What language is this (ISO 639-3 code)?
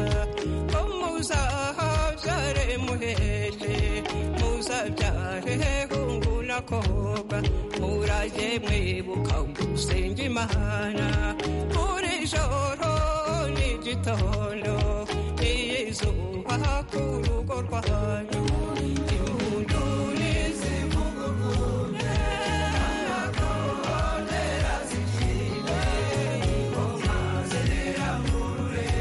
kin